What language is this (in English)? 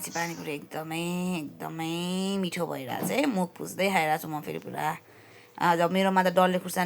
Nepali